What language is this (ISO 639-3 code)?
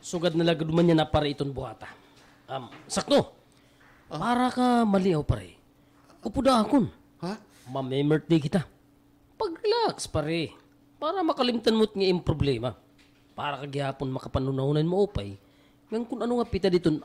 war